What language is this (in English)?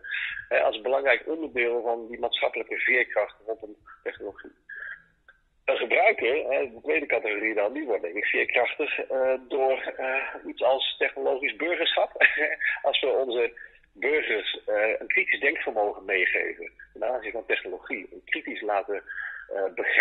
Dutch